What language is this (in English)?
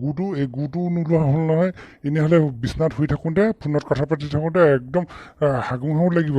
Assamese